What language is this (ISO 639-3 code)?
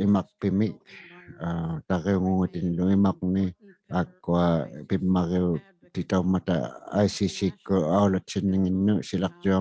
iku